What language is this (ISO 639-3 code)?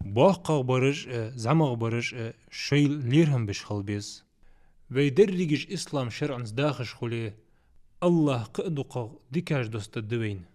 inh